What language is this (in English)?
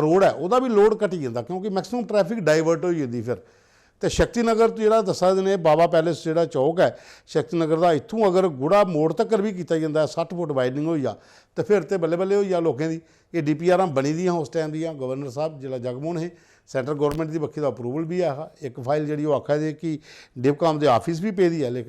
Dogri